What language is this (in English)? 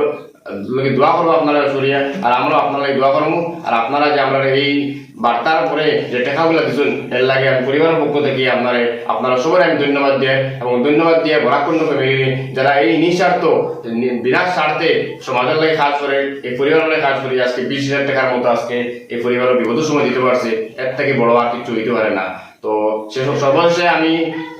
Sylheti